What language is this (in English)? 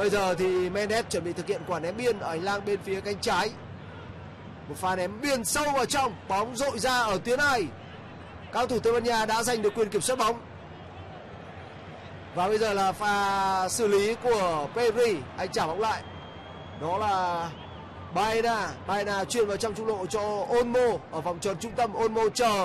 Vietnamese